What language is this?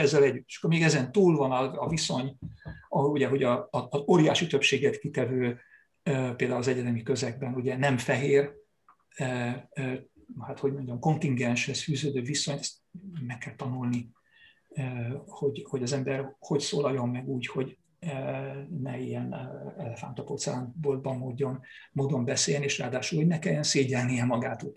Hungarian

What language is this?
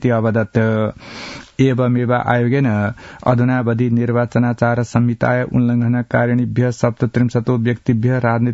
Sanskrit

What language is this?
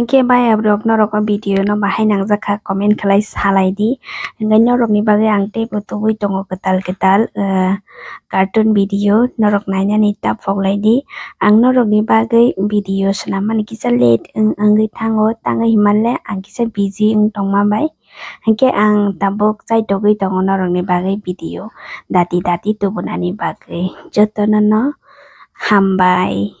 Kok Borok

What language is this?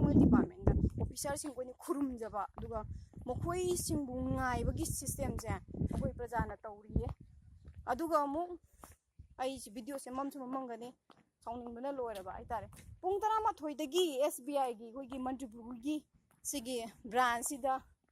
Manipuri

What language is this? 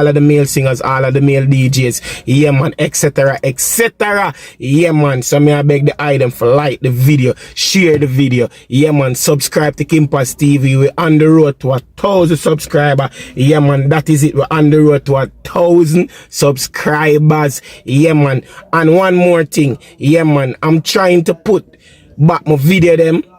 Jamaican Creole English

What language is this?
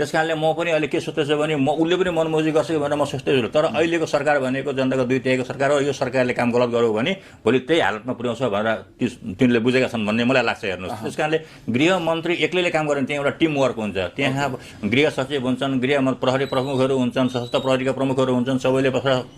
Nepali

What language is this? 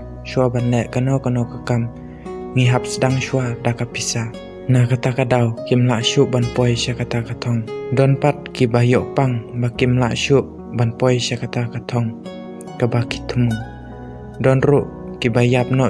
Khasi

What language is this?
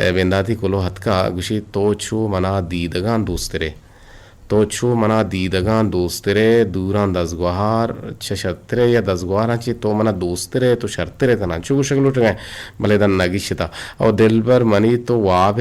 Eastern Balochi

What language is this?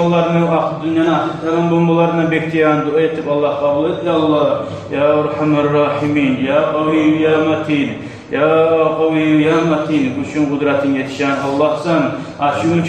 Kumyk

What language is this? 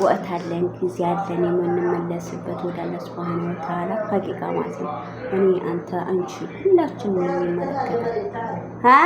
Amharic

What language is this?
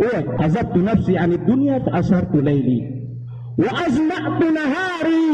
Maranao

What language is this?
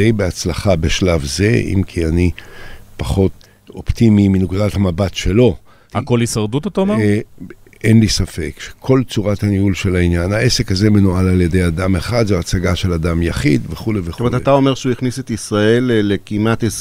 Hebrew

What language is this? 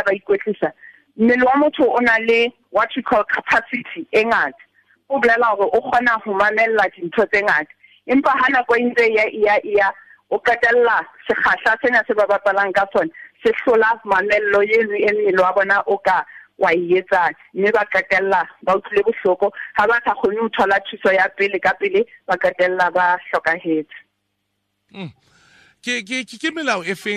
Southern Sotho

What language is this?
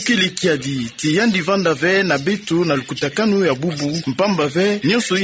Kituba (Democratic Republic of Congo)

